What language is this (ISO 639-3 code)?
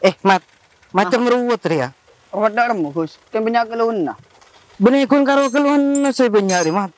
mad